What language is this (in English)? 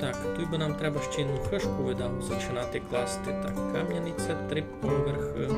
Rusyn